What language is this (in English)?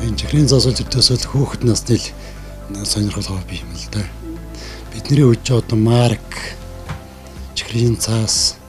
Mongolian